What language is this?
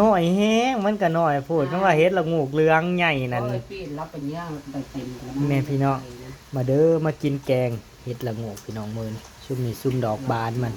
Northeastern Thai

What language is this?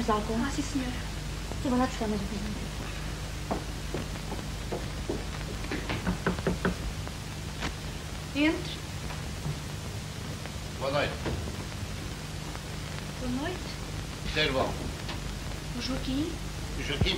Portuguese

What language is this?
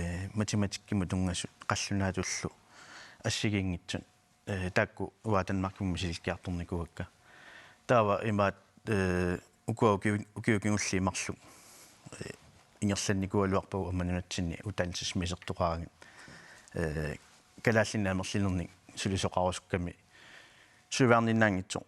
Kalaallisut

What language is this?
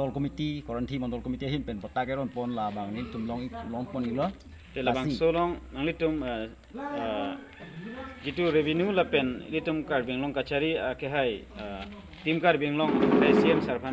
Karbi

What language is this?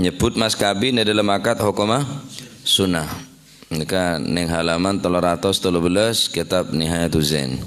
Madurese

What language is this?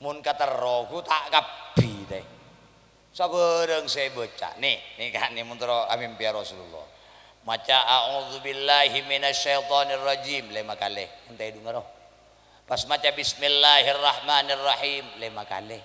Madurese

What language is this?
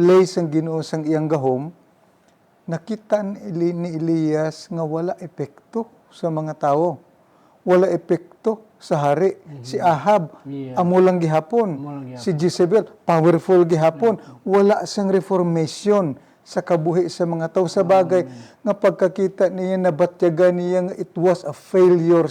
Hiligaynon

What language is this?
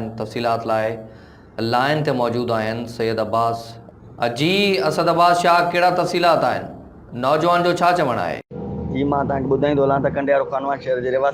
Sindhi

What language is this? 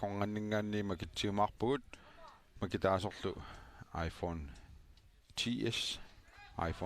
Kalaallisut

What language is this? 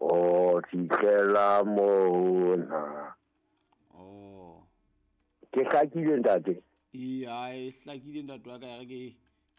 Southern Sotho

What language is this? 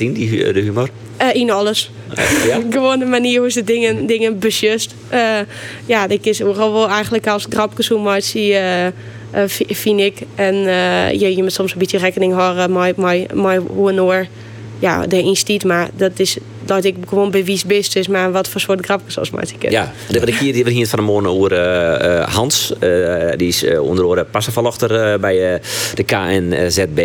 Western Frisian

